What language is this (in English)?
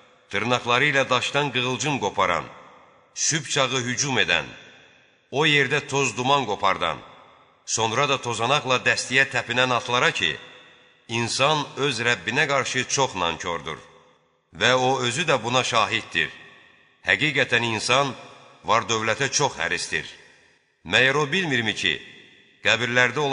Azerbaijani